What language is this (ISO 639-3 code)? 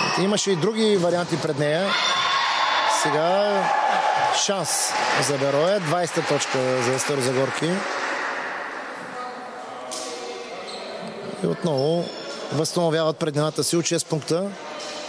bul